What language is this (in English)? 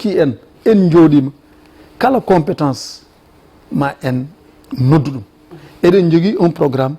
Fula